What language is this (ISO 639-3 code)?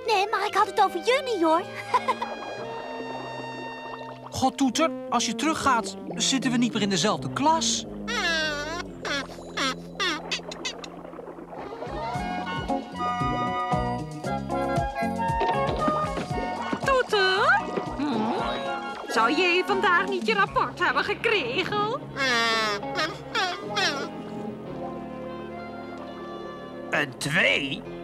nld